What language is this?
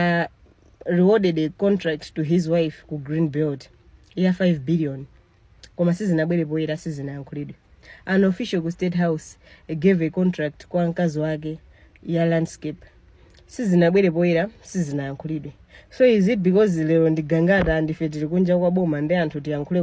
Nyanja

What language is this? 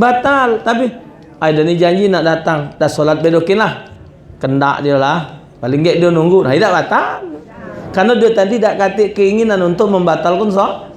Musi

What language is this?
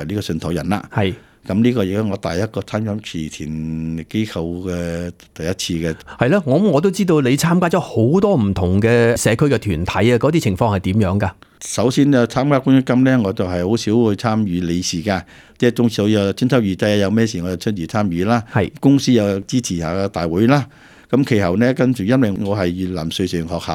Cantonese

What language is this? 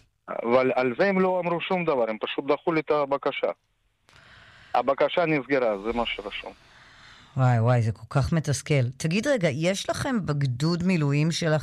Hebrew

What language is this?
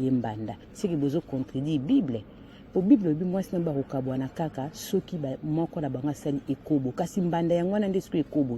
Lingala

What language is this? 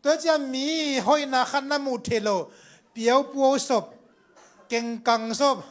Tedim Chin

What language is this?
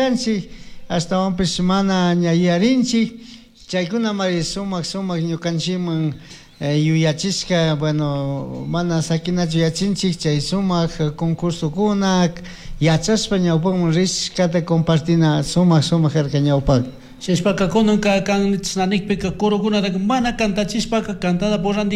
Chimborazo Highland Quichua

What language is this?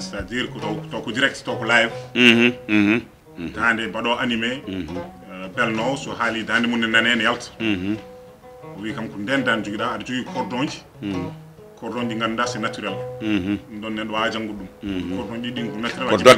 Fula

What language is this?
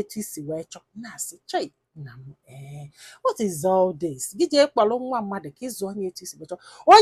Igbo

